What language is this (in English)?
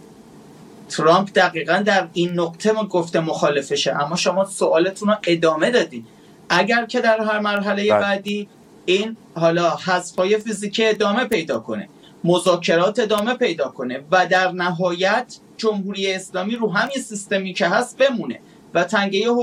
Persian